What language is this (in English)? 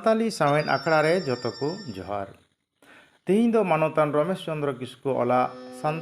Santali